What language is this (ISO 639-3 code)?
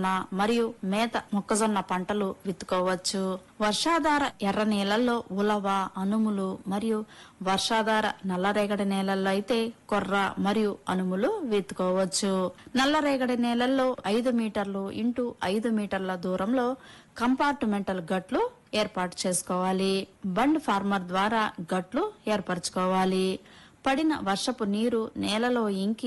tel